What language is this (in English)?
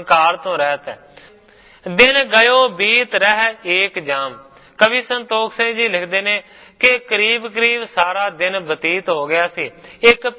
Punjabi